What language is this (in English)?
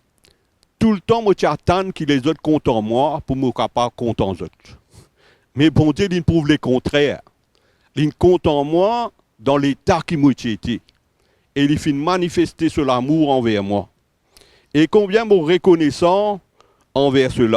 Morisyen